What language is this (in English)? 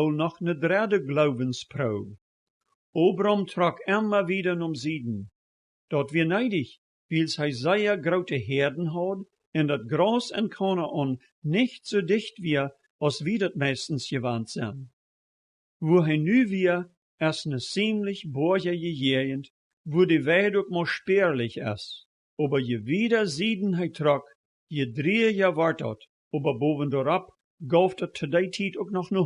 Plautdietsch